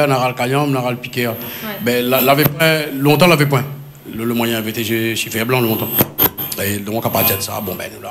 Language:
Réunion Creole French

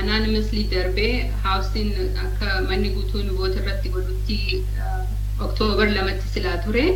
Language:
Oromo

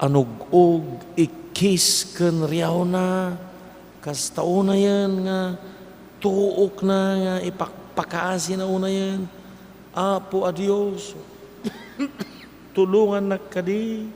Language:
Iloko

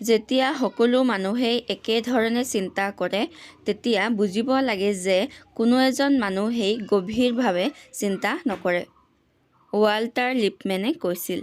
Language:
Assamese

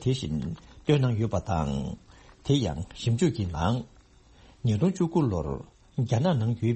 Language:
Tibetan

